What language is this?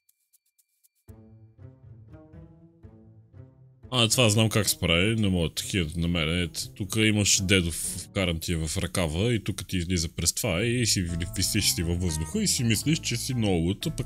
Bulgarian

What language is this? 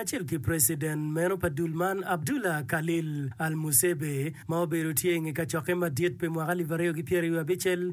Acoli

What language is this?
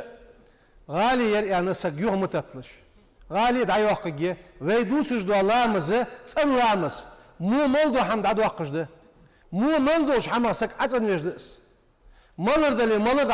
Ingush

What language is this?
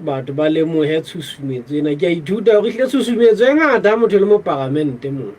Southern Sotho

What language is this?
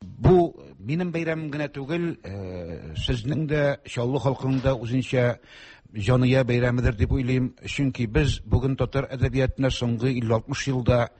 Tatar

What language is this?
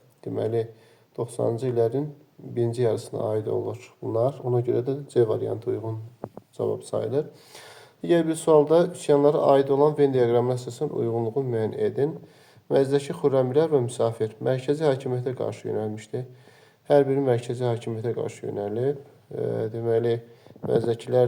Azerbaijani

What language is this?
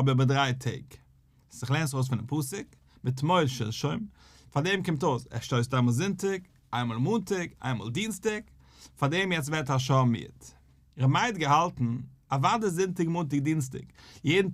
Yiddish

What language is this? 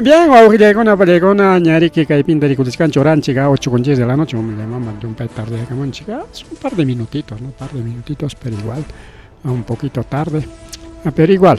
Ayacucho Quechua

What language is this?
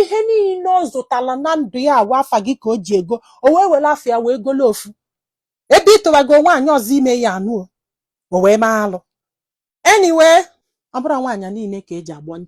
Igbo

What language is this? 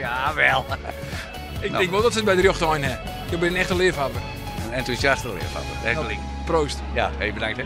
Western Frisian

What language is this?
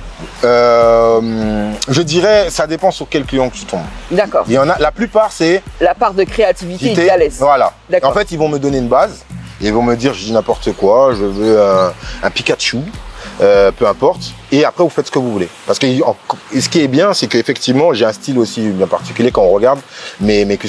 French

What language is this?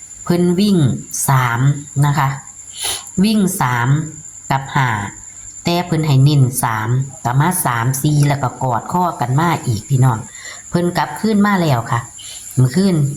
Northeastern Thai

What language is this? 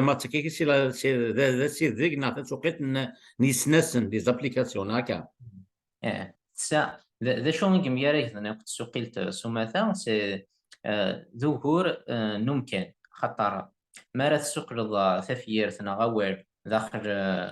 Kabyle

